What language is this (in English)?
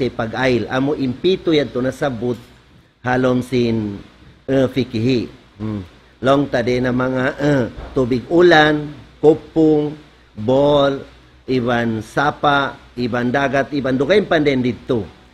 Tausug